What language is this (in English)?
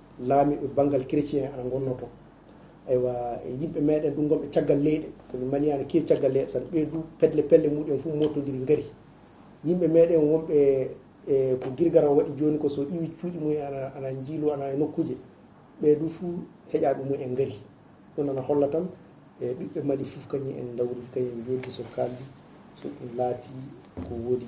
Fula